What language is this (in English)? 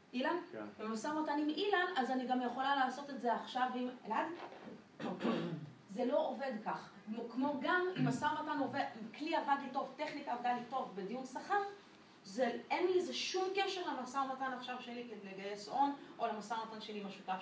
Hebrew